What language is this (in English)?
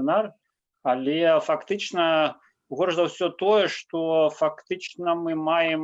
Belarusian